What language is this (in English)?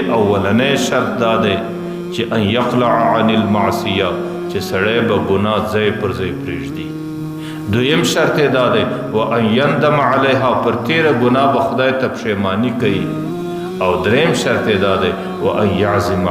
Pashto